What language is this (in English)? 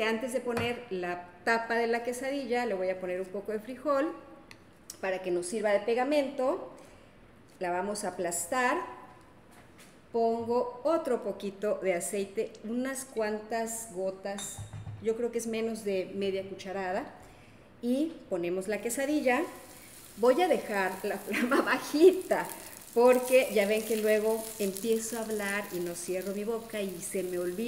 Spanish